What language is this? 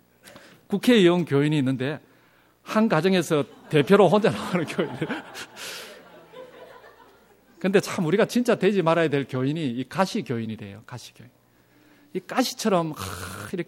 Korean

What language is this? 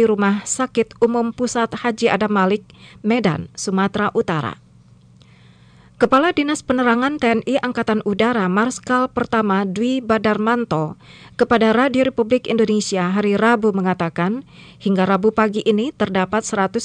Indonesian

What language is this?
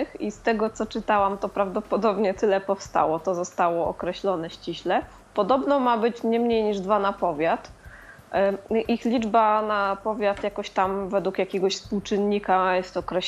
Polish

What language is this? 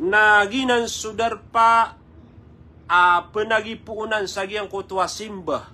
Maranao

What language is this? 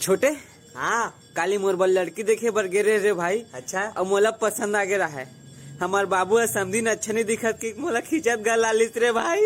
Chhattisgarhi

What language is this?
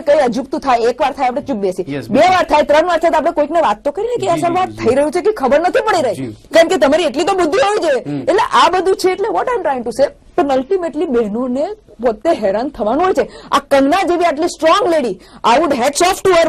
Gujarati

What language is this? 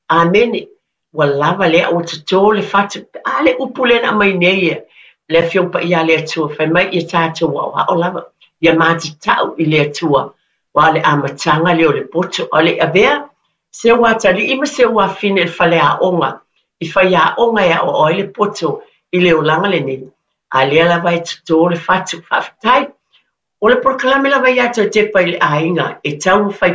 Samoan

